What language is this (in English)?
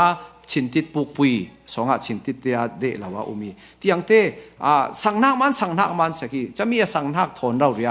Falam Chin